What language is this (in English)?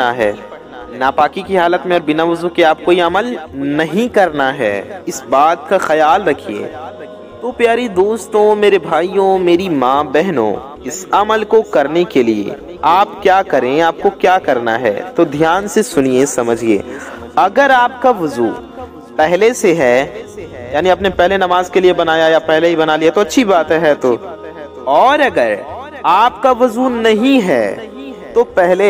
Urdu